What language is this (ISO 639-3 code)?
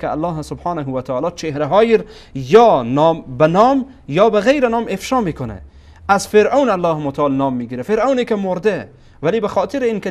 fas